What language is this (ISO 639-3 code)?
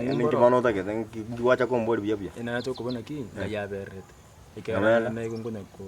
guz